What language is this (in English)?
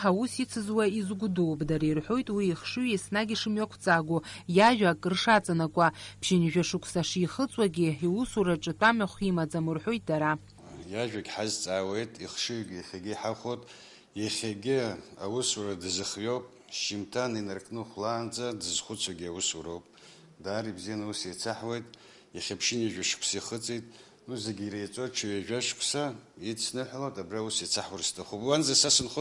Abkhazian